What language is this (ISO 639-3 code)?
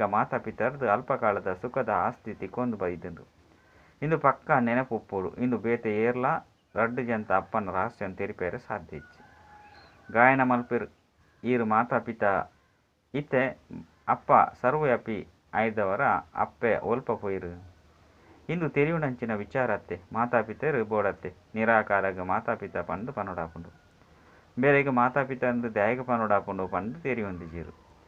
tcy